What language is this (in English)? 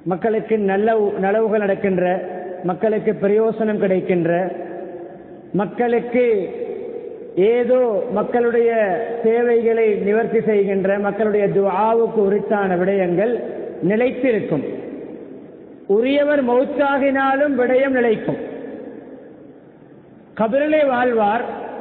Tamil